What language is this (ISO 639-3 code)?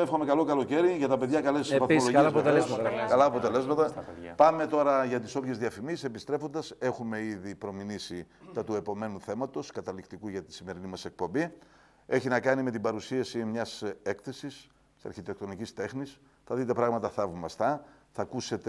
ell